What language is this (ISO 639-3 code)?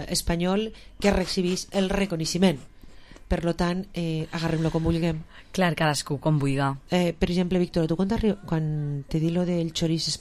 cat